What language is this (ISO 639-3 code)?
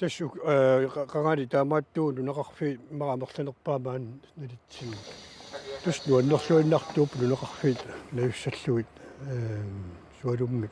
kal